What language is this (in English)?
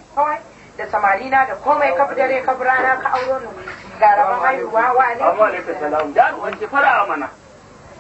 Hausa